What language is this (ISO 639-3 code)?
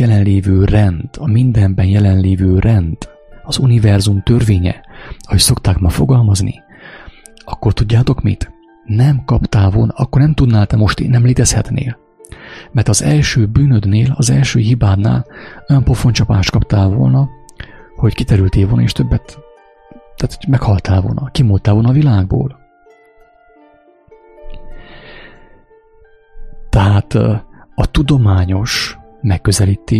hun